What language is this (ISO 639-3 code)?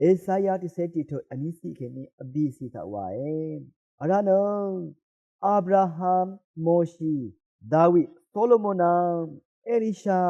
raw